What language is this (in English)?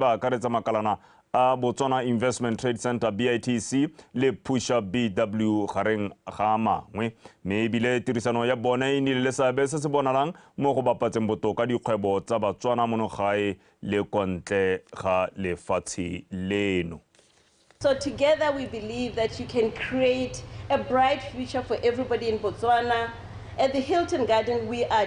Tswana